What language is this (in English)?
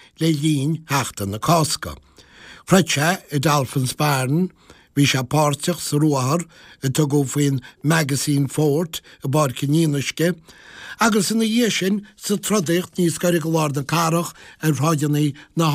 Irish